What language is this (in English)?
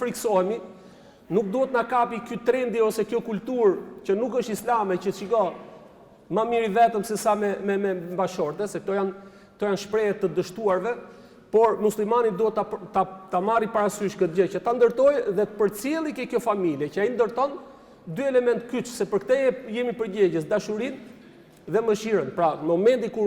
Albanian